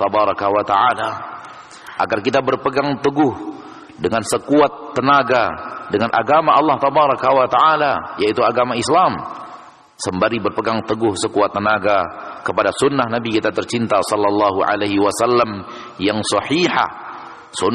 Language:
Indonesian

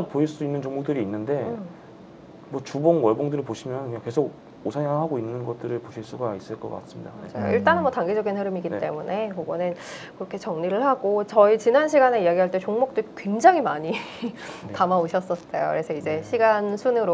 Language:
Korean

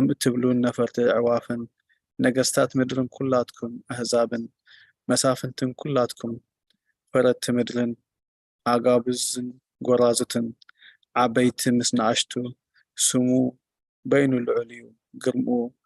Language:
Tigrinya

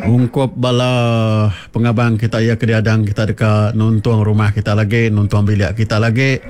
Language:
Iban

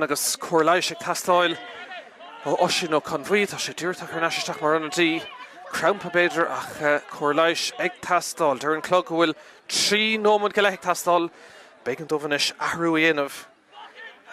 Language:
Irish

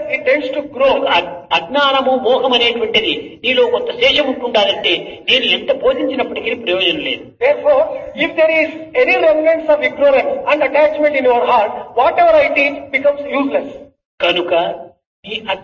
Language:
Telugu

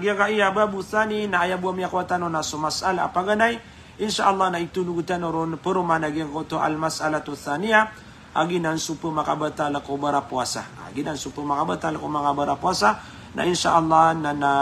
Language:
Maranao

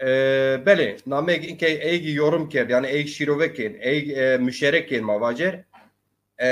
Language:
Zaza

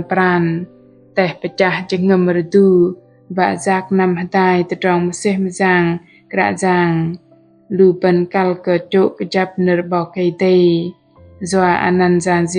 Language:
Bahnar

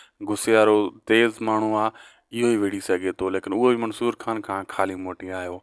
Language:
Sindhi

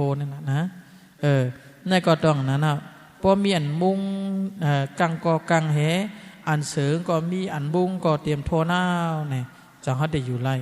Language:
Shan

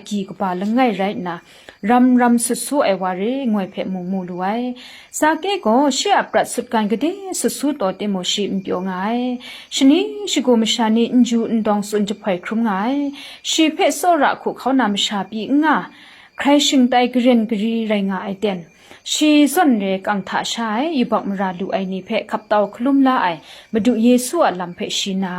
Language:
Kachin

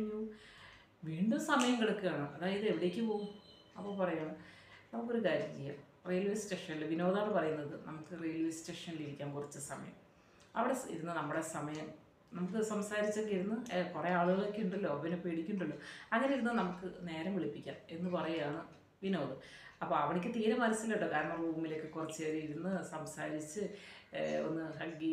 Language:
Malayalam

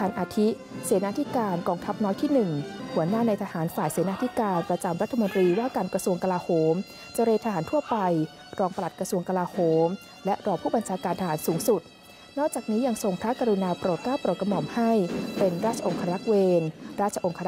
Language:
Thai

